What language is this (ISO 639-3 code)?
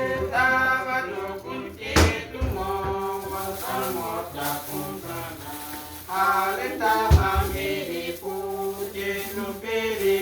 udu